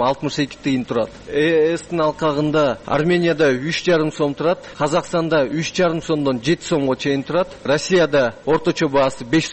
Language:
Kyrgyz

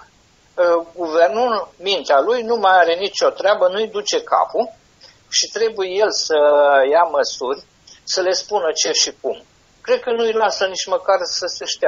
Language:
Romanian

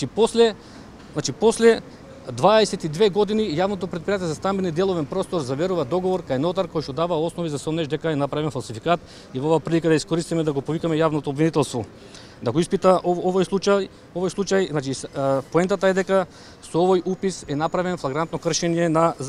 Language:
Macedonian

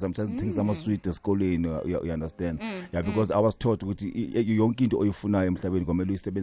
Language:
South Ndebele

